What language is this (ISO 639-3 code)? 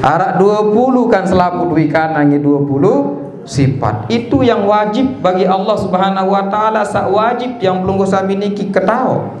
sas